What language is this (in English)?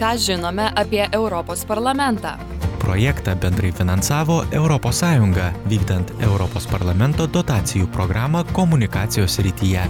Lithuanian